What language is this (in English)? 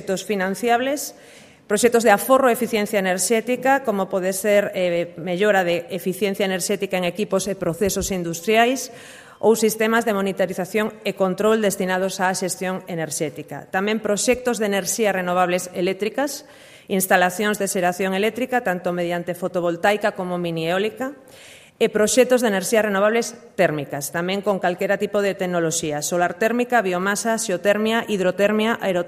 Galician